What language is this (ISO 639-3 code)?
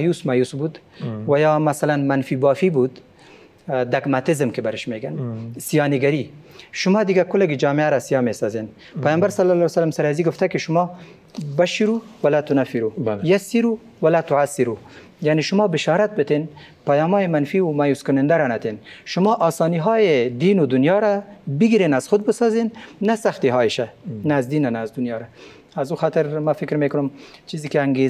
fas